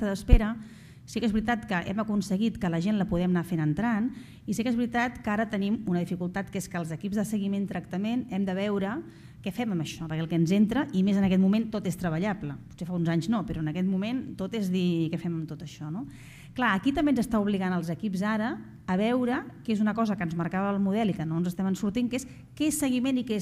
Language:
Catalan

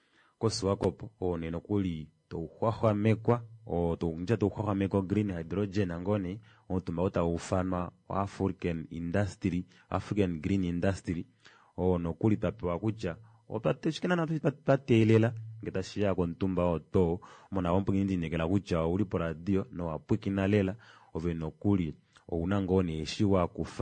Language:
Kuanyama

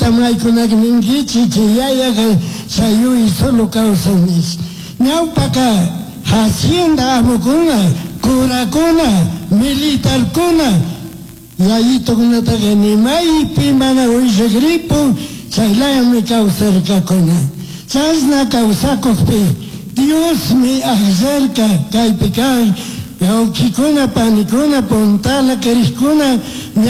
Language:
Chimborazo Highland Quichua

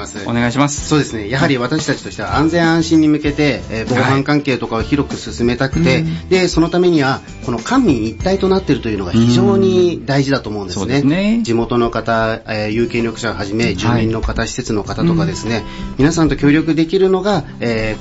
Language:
Japanese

